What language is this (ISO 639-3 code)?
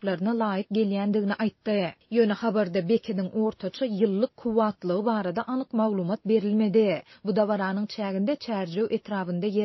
tuk